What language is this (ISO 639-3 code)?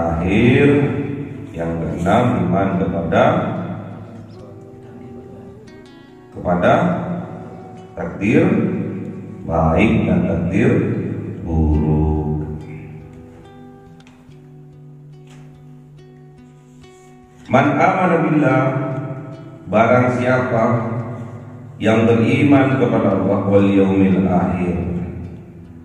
ind